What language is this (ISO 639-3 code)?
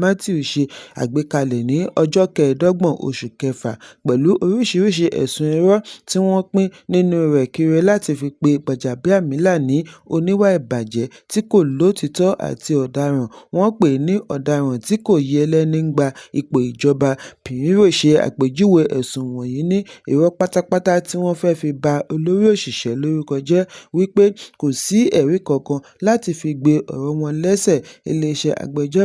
yor